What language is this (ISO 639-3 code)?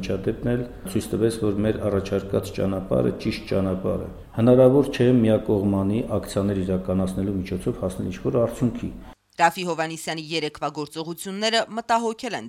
hye